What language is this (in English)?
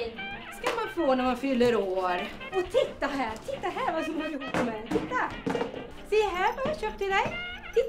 Swedish